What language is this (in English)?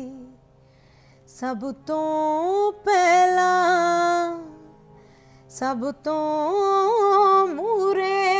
Punjabi